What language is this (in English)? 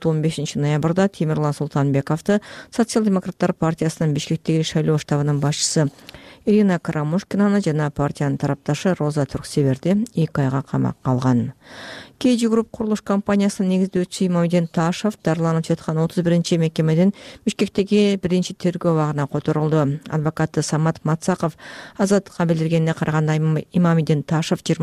Kyrgyz